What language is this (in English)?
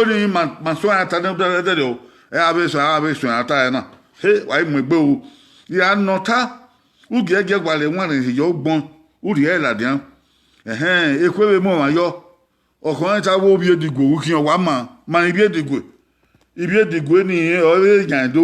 Bini